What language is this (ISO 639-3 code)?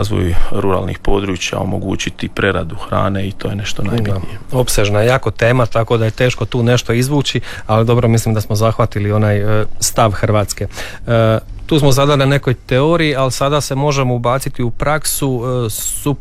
hrv